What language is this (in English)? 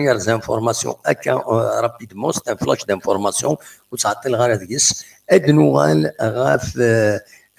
Kabyle